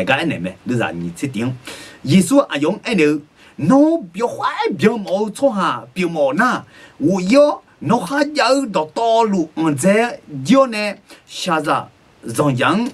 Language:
Akha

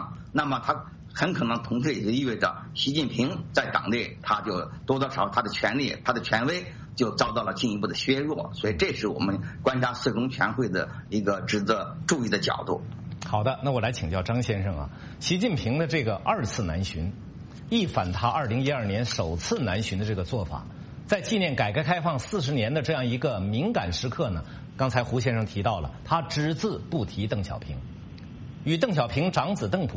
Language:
Chinese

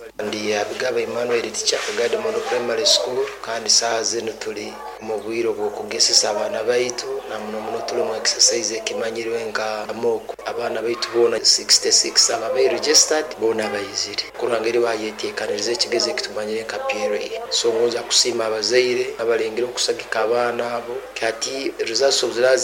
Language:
Nyoro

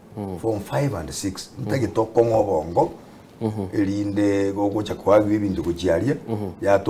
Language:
Gusii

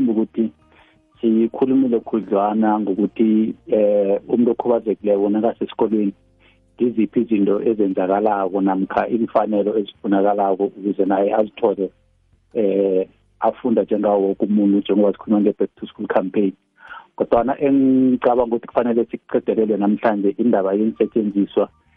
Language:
South Ndebele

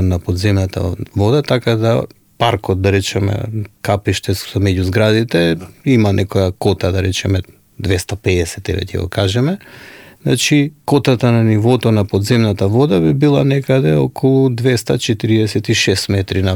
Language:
Macedonian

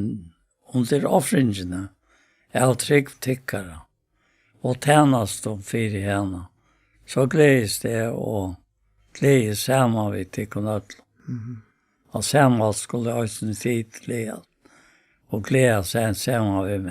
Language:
Faroese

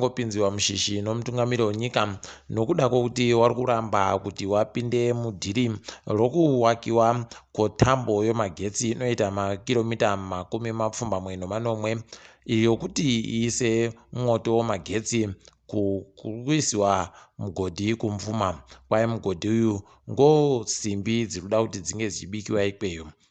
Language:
Ndau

